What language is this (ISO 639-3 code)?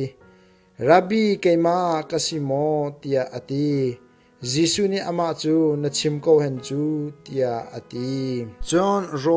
cnh